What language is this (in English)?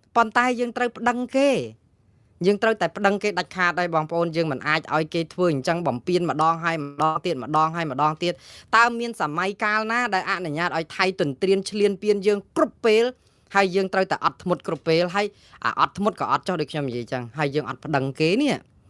Khmer